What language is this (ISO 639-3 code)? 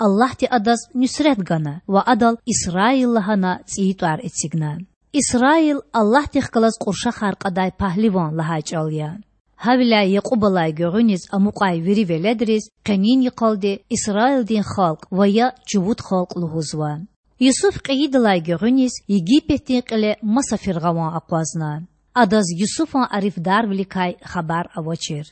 lez